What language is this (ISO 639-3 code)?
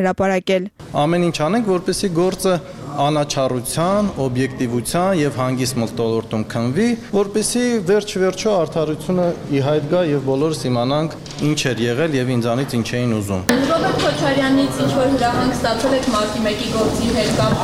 hye